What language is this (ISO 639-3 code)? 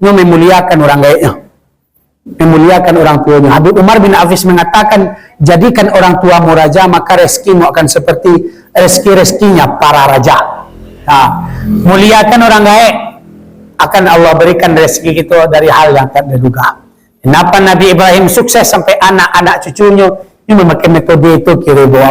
min